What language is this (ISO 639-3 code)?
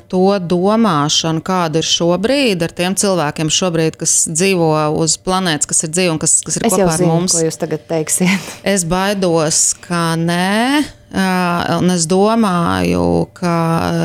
lav